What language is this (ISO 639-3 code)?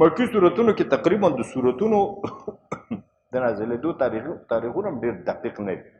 pus